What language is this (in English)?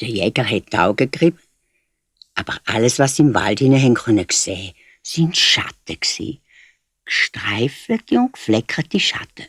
Swiss German